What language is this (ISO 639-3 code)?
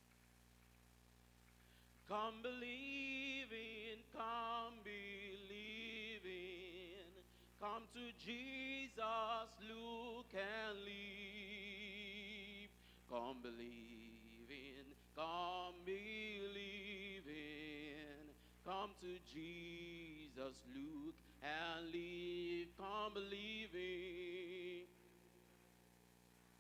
eng